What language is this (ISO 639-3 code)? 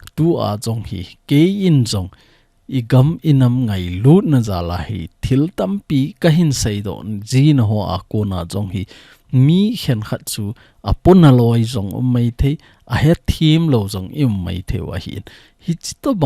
tcz